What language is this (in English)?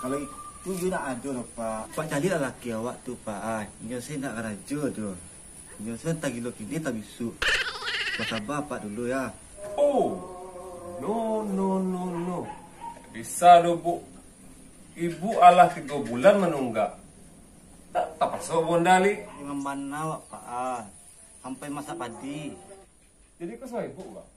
Minangkabau